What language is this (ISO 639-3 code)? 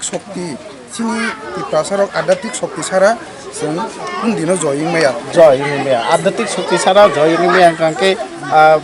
trp